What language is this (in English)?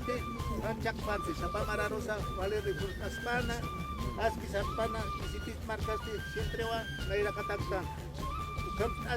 Aymara